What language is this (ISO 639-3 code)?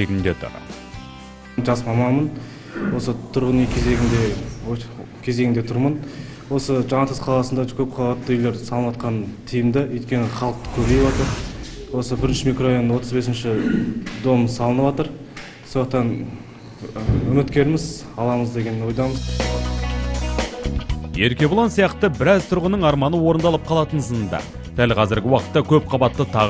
kaz